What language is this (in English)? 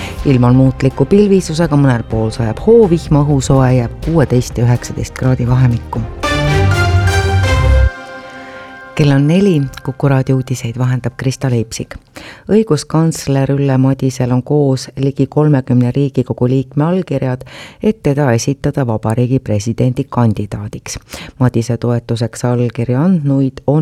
Estonian